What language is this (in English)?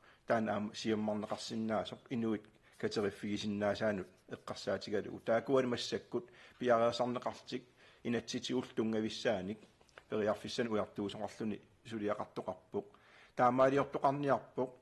Kalaallisut